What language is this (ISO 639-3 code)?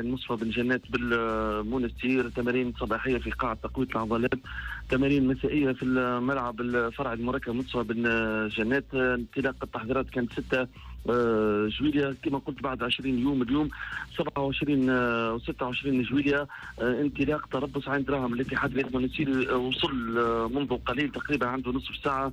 aeb